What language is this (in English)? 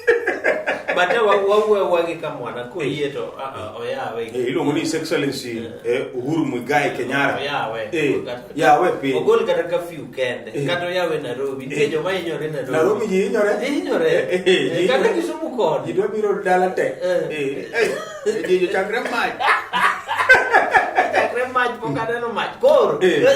Luo (Kenya and Tanzania)